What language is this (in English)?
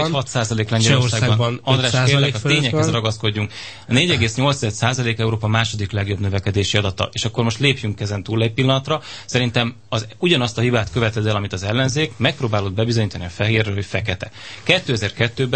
Hungarian